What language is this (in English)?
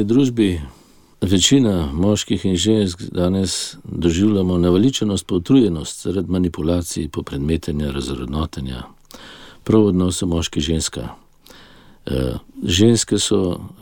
Slovenian